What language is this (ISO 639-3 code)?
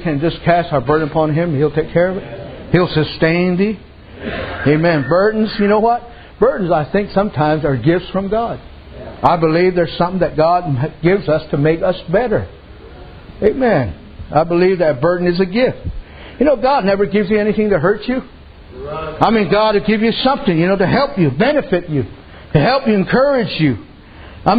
eng